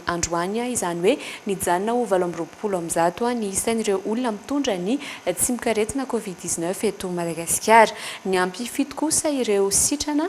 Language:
Malagasy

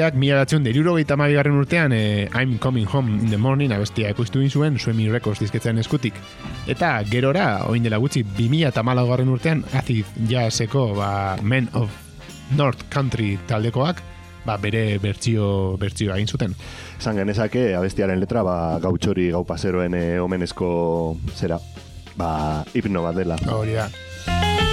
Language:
Basque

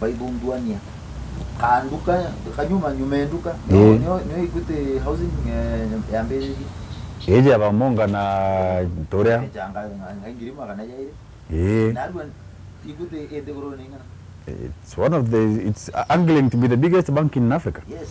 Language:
Meru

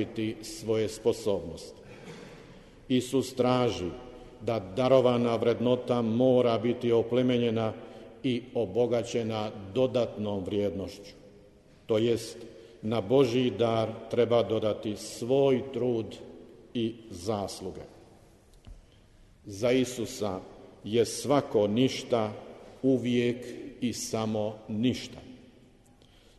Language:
Croatian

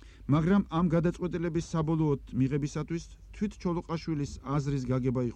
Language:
Georgian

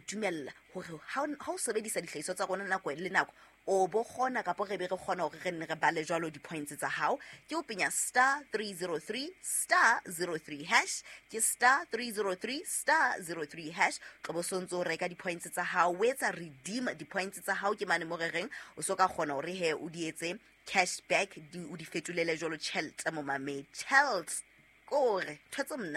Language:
Southern Sotho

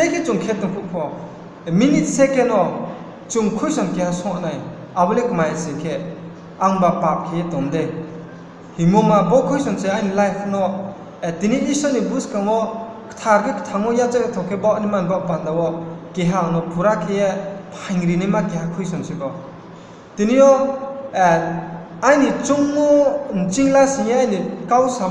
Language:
Riang (India)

